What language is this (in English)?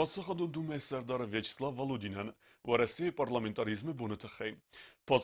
Ossetic